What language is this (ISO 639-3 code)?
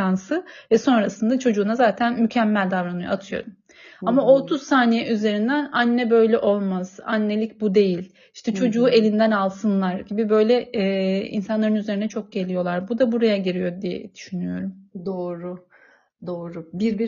tur